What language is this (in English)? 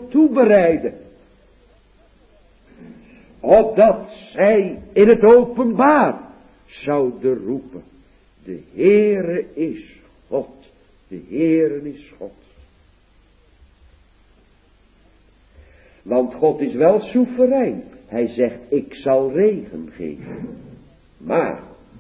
Dutch